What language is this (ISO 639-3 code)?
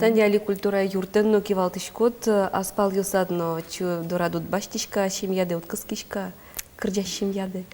udm